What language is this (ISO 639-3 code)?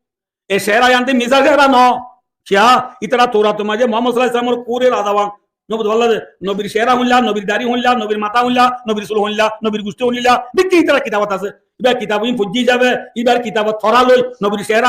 rhg